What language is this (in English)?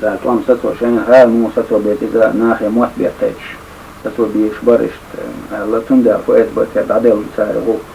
Chechen